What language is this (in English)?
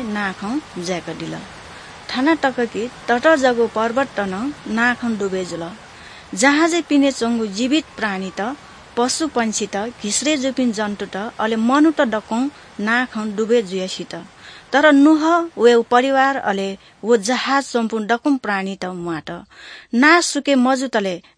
Newari